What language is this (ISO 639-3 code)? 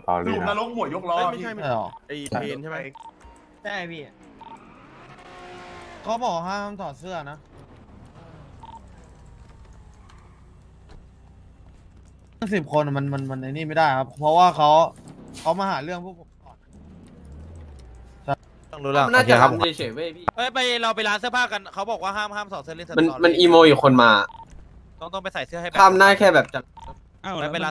tha